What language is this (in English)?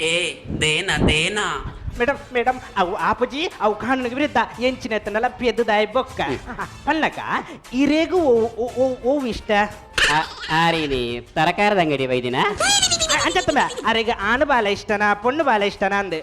Tulu